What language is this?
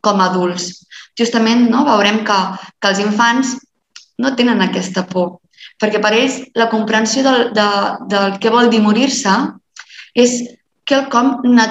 Catalan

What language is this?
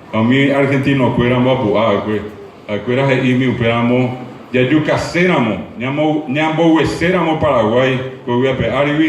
Guarani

